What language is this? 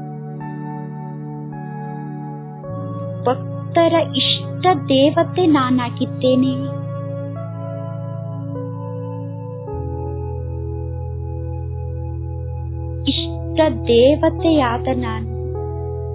Kannada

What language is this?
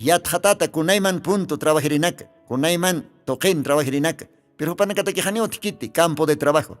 Aymara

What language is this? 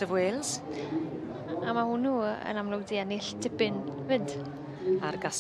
Welsh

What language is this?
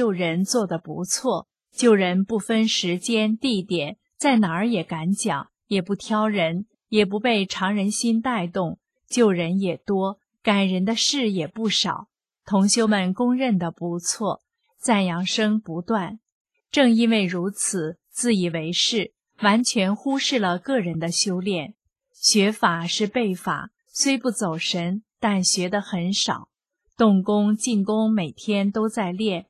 Chinese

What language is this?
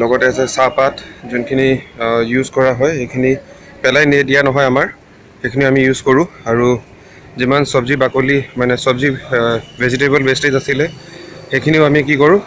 Assamese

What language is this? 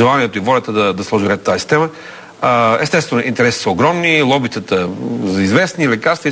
Bulgarian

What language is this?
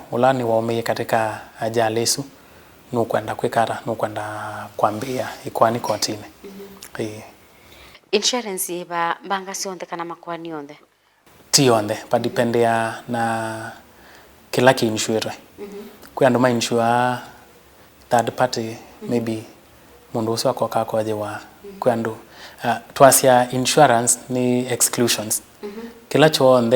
Kamba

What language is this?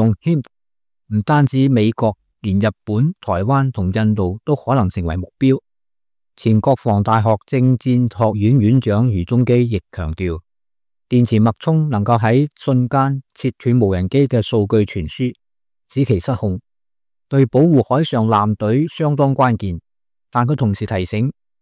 Cantonese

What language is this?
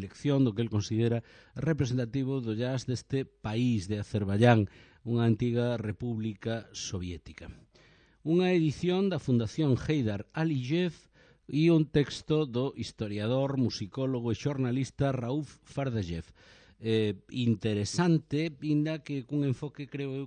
Galician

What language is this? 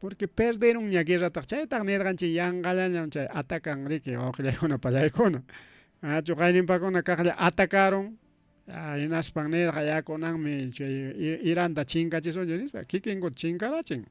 Ayacucho Quechua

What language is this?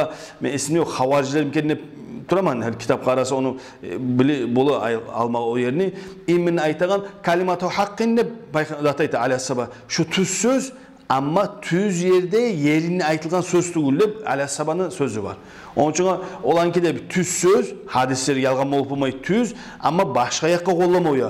Kumyk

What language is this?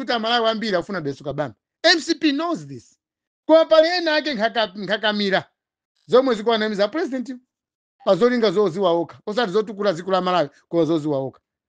Nyanja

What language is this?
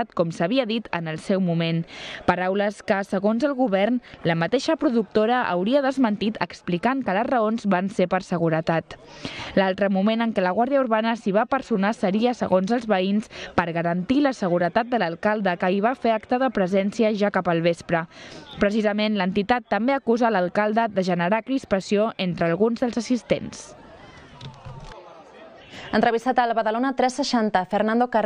Catalan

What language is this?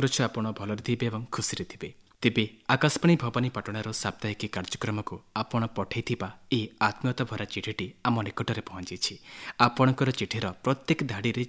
Odia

